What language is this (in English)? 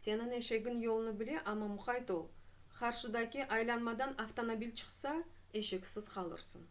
Crimean Tatar